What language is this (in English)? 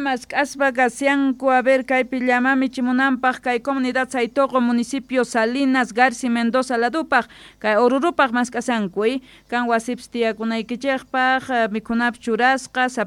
South Bolivian Quechua